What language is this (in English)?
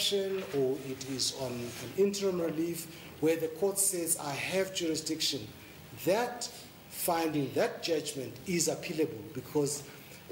English